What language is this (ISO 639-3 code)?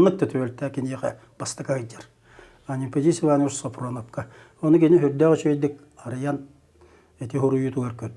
sah